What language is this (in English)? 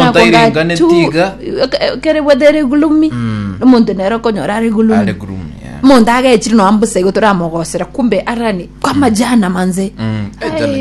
Gusii